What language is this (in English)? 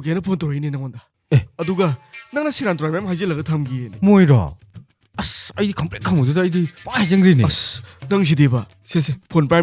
Manipuri